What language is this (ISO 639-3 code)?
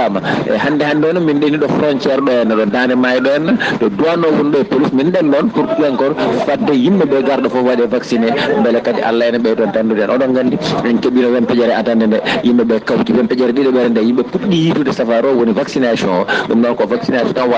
ful